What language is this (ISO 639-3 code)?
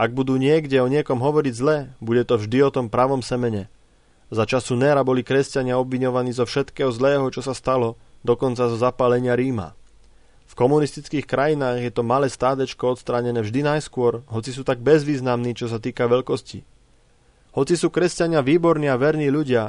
slk